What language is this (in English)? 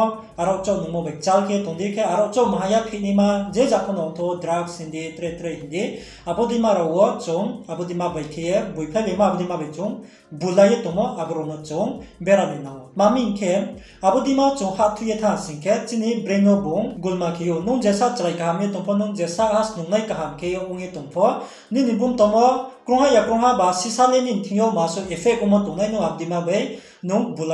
Riang (India)